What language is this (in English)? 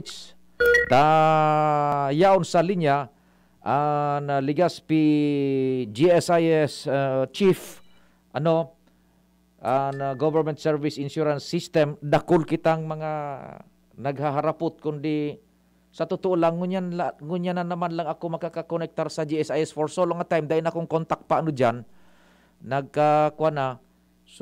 Bikol